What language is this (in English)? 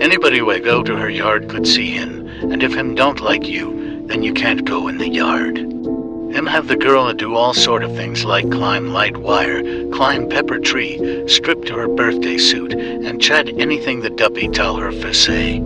Jamaican Creole English